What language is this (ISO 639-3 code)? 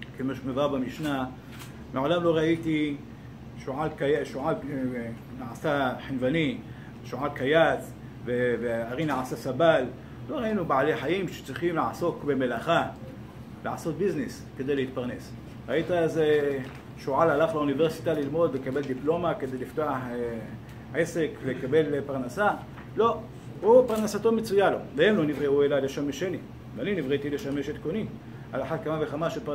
heb